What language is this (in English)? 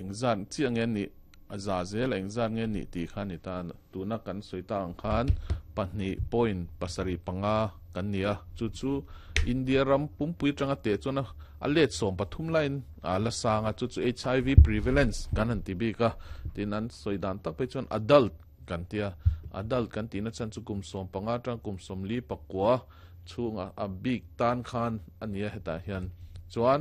Mizo